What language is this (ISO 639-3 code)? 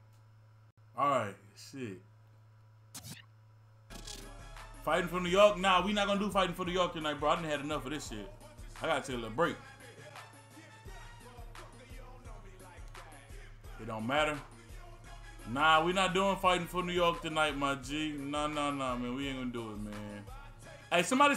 eng